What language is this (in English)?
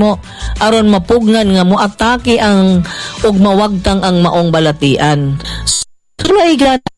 Cebuano